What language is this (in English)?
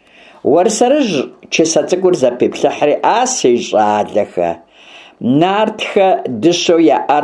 Kabardian